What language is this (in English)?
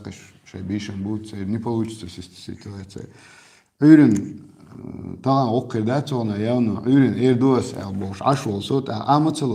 Chechen